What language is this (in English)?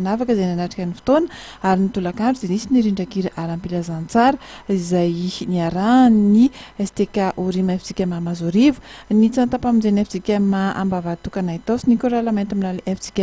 Malagasy